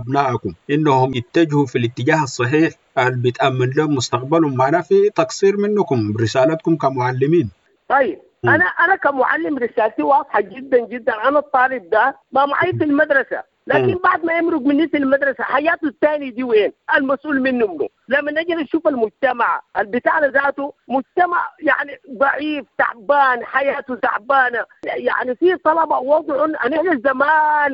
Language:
Sudanese Arabic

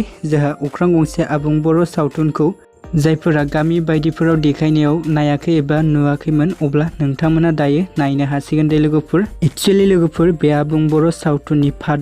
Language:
Bodo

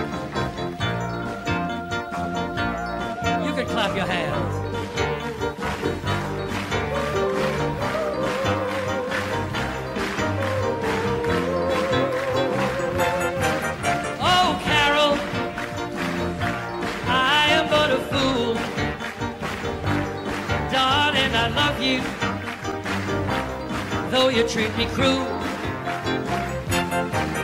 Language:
English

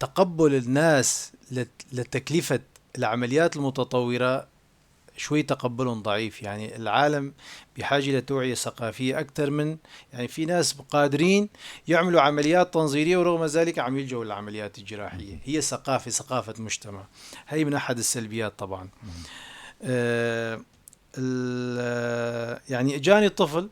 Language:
North Levantine Arabic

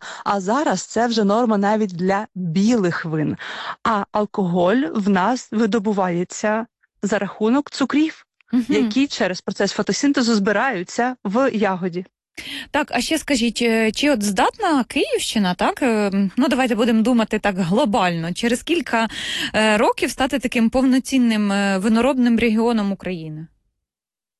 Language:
Ukrainian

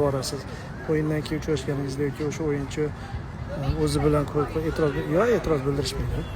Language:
Uzbek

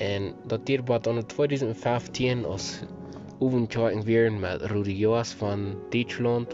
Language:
Plautdietsch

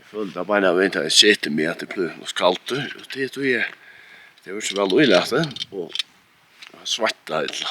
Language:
Faroese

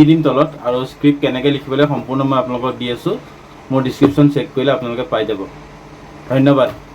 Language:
Assamese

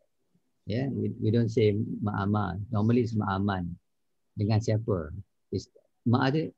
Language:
Malay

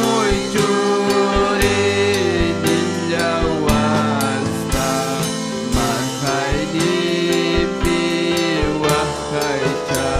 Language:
Ayacucho Quechua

